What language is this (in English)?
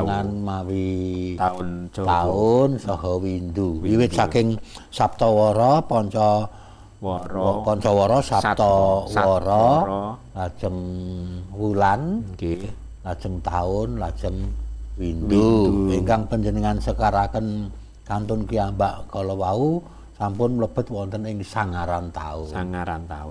Javanese